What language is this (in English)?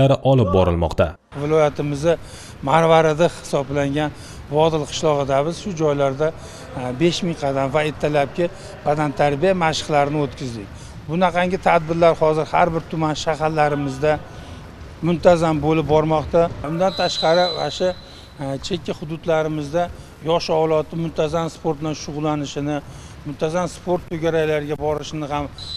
Uzbek